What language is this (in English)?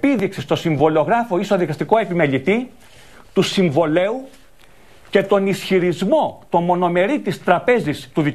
Greek